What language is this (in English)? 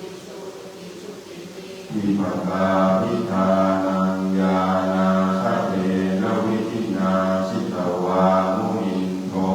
Pali